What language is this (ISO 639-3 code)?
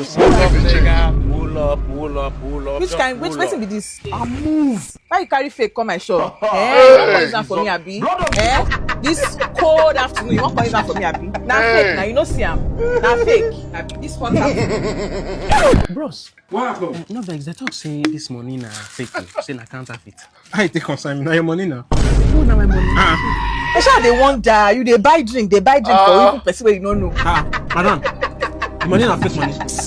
pcm